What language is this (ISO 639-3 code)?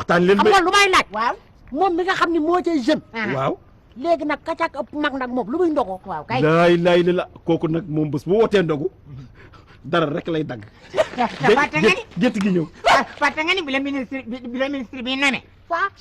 wol